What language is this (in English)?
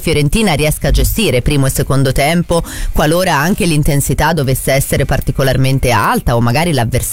Italian